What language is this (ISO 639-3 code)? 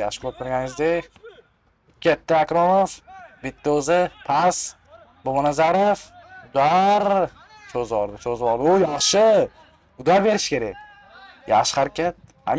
uzb